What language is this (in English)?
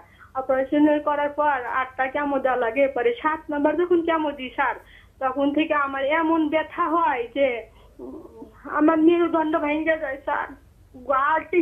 Bangla